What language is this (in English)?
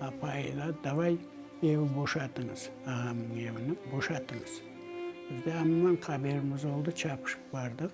Crimean Tatar